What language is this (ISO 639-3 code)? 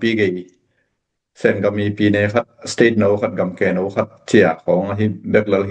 ctd